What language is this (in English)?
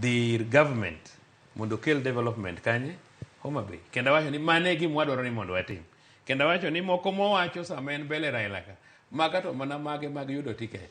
Luo (Kenya and Tanzania)